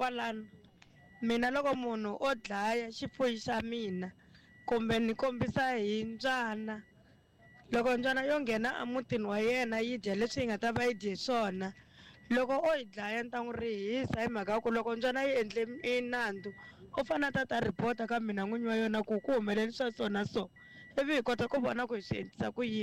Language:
Tsonga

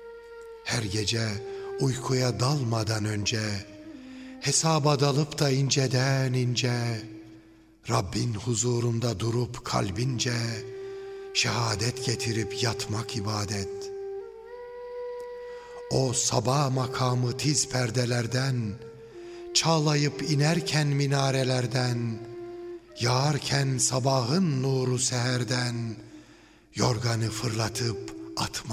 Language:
Turkish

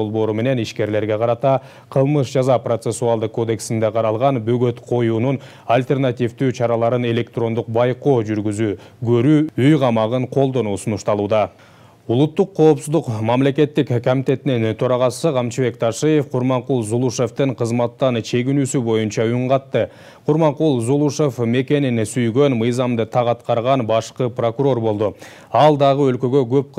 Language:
Kyrgyz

